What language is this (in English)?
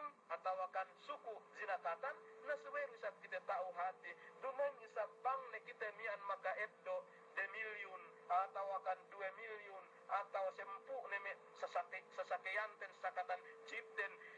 Yakan